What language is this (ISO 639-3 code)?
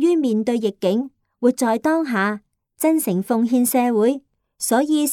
yue